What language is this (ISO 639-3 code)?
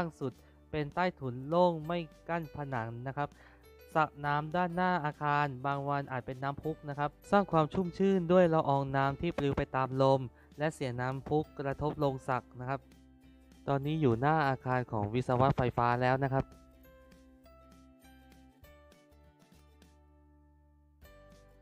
tha